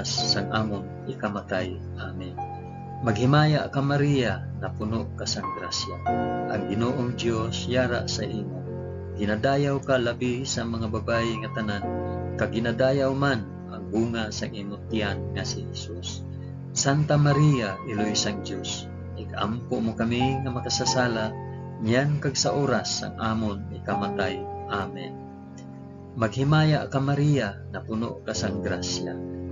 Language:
Hiligaynon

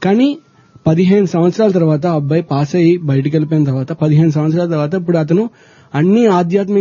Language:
Telugu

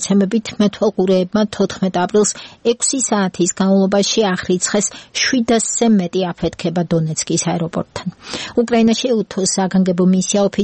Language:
Georgian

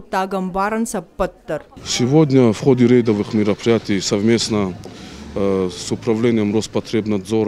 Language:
Ossetic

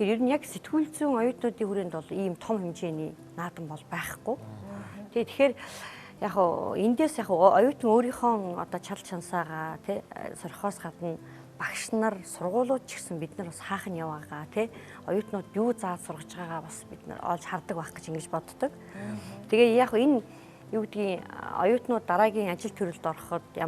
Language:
Mongolian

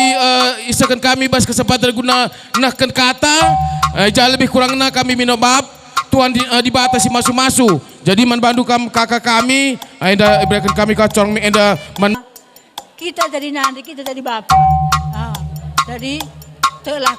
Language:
Batak Karo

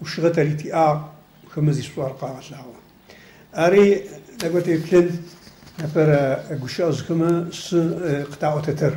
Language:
Adyghe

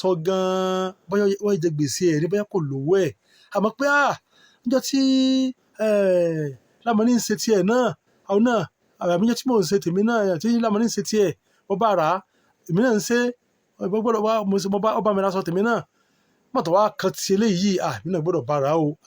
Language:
Yoruba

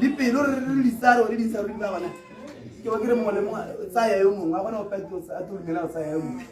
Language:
Tswana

